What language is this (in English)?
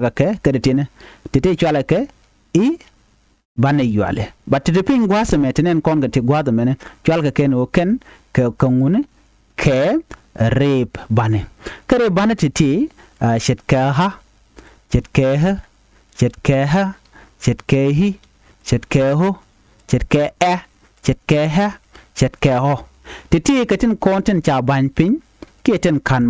Nuer